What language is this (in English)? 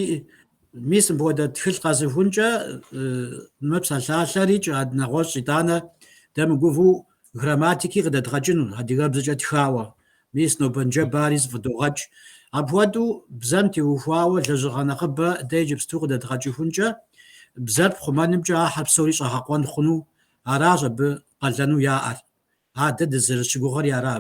Kabardian